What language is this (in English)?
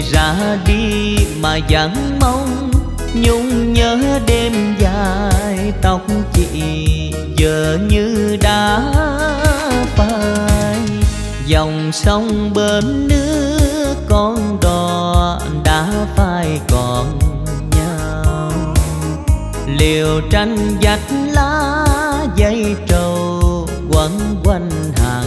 Vietnamese